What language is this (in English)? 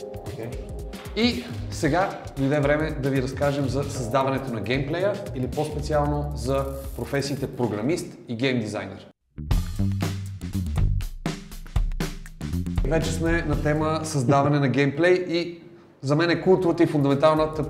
Bulgarian